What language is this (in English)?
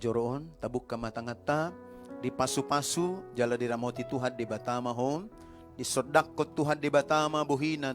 Batak Toba